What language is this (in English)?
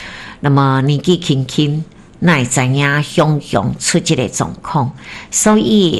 Min Nan Chinese